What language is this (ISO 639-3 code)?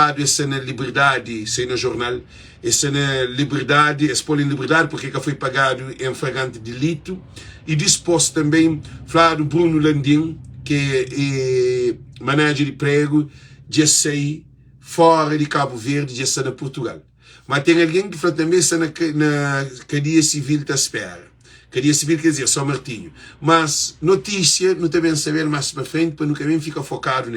kea